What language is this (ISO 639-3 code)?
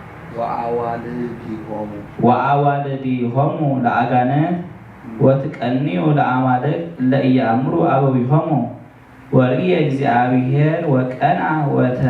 gez